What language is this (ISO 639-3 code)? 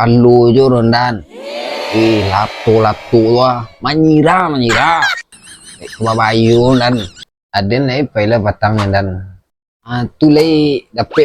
min